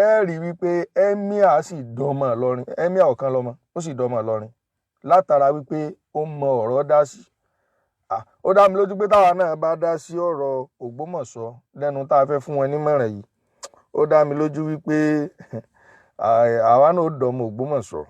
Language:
Yoruba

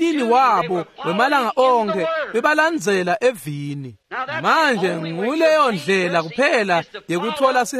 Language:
Swati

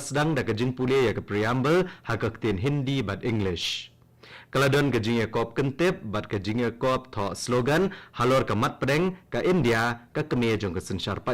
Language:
Khasi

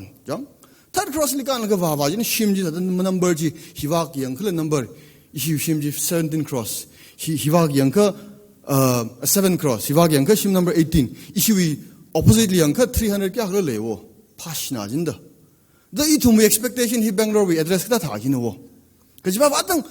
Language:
Tangkhul Naga (India)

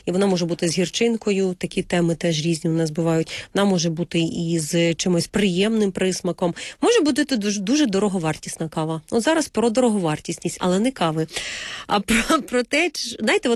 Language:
Ukrainian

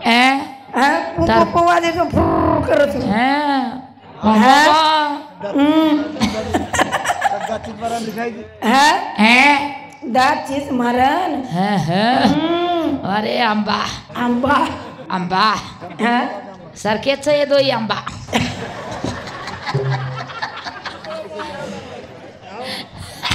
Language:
Lambadi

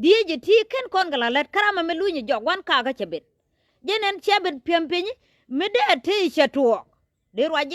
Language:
Nuer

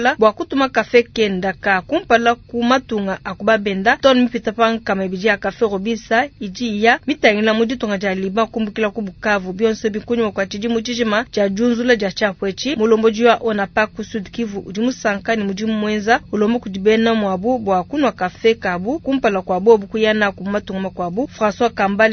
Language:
Luba-Lulua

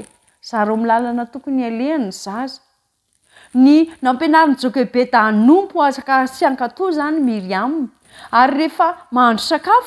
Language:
Malagasy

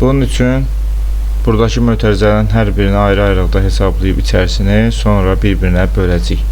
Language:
Azerbaijani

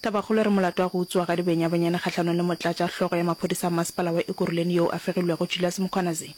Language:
Northern Sotho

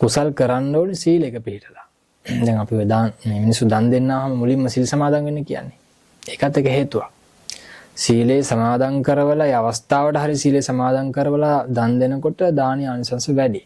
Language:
Sinhala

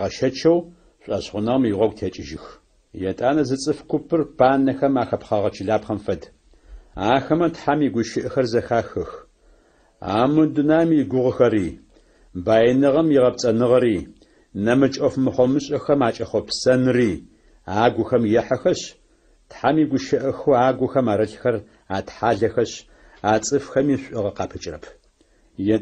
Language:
Adyghe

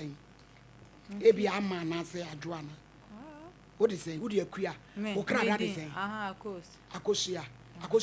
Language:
Akan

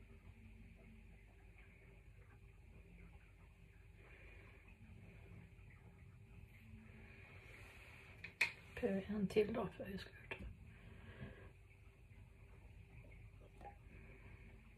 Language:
Norwegian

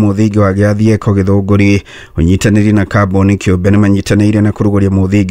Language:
Kikuyu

